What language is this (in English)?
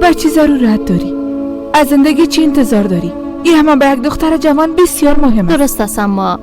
Persian